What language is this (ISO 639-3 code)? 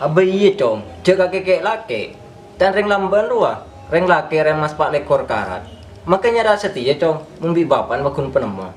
mad